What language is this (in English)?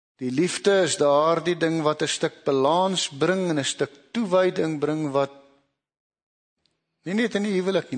Afrikaans